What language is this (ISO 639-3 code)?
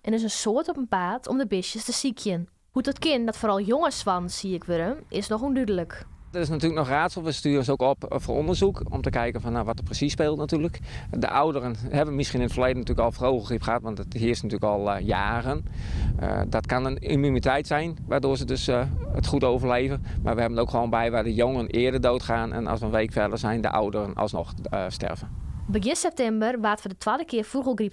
fry